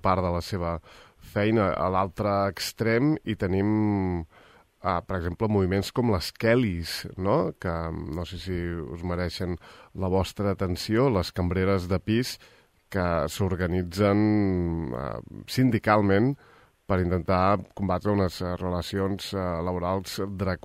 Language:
Catalan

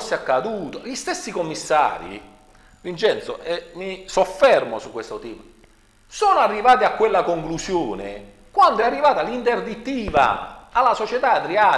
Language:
Italian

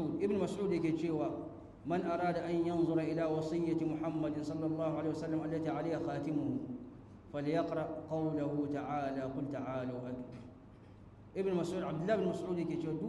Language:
Hausa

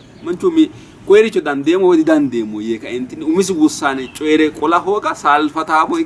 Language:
Sidamo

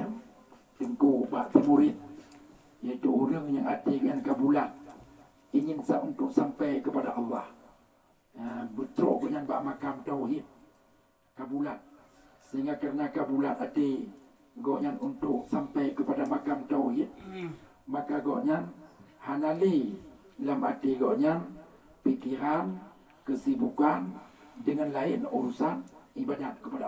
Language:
Achinese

